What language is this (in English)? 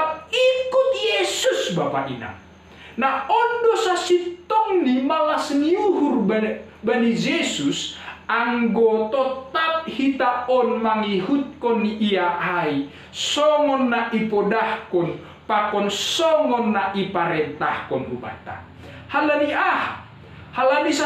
Batak Simalungun